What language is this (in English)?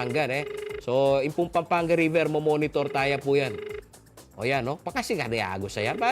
Pampanga